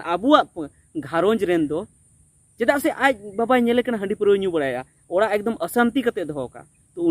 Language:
Santali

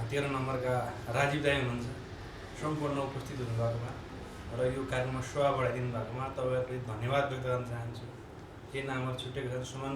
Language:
Nepali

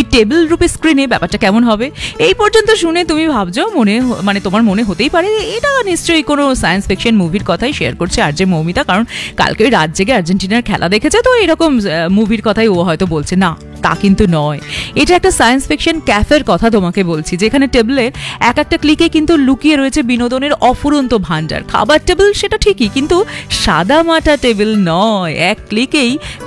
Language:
Bangla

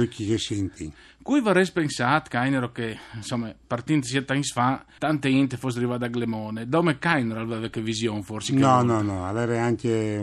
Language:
Friulian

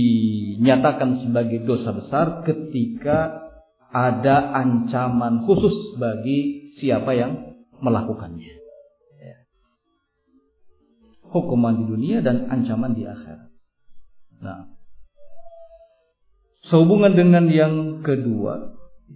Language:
Indonesian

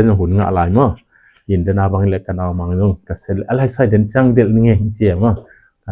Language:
Tedim Chin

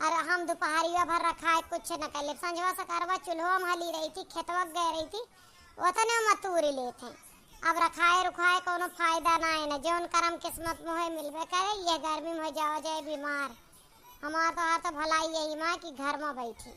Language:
Awadhi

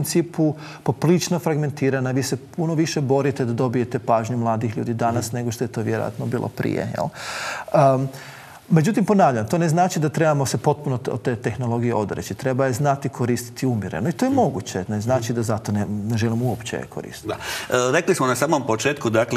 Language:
Croatian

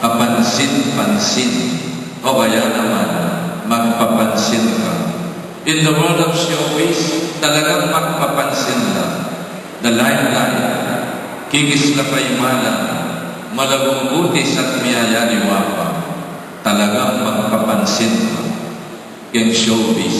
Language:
Pampanga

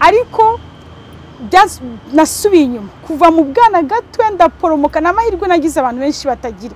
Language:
Kinyarwanda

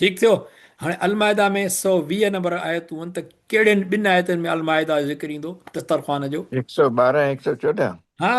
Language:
Sindhi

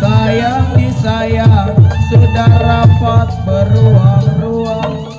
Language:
Betawi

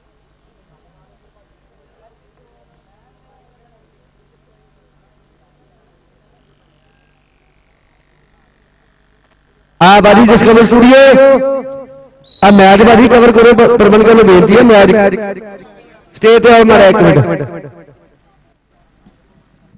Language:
Punjabi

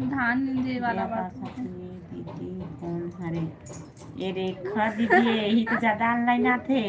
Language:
Chhattisgarhi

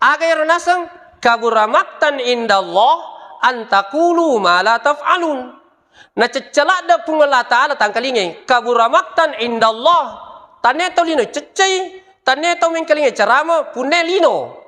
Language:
Buginese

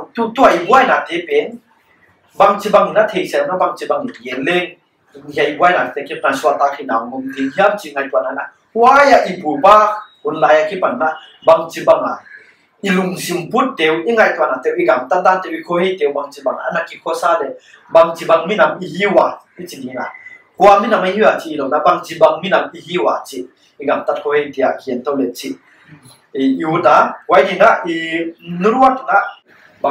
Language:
Paite Chin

